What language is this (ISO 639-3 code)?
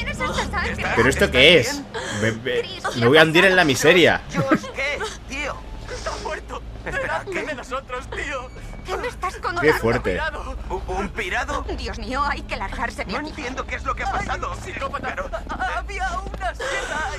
spa